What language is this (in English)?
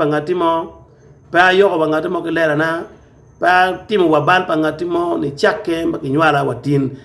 Acoli